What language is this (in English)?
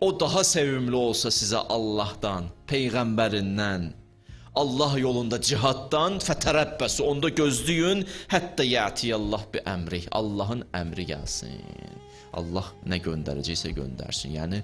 Azerbaijani